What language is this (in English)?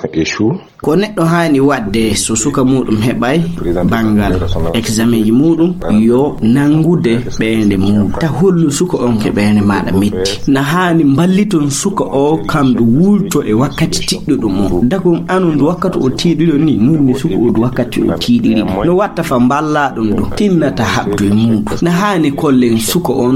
Fula